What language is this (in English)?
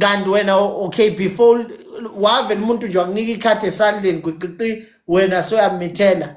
Zulu